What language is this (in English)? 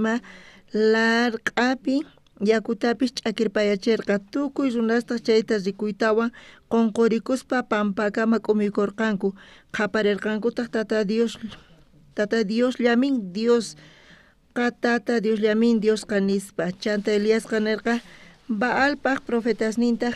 South Bolivian Quechua